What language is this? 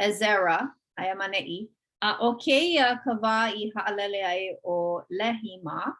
Hawaiian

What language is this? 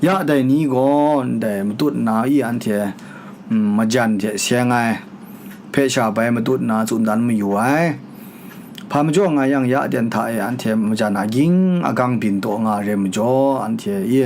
Kachin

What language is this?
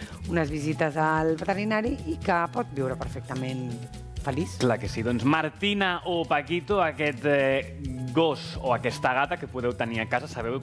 Catalan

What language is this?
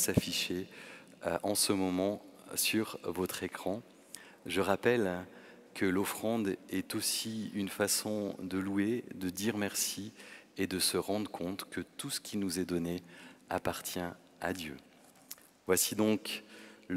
French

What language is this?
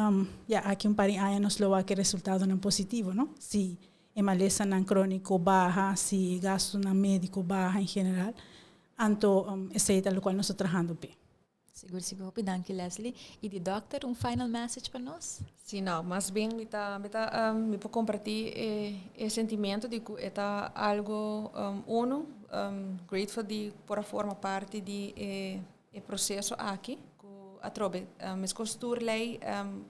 Papiamento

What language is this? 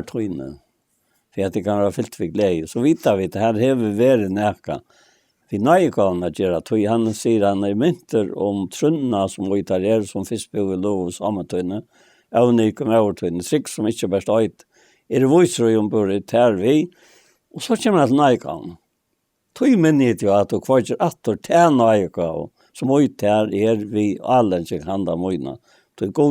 Faroese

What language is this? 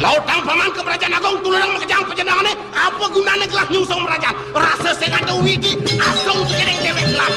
Balinese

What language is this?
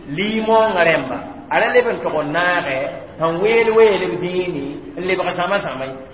Mossi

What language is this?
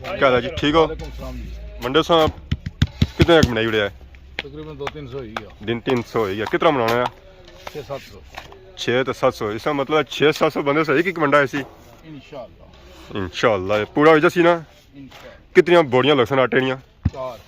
Pahari-Potwari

